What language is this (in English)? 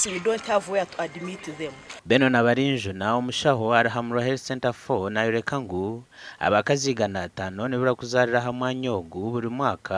Nyankole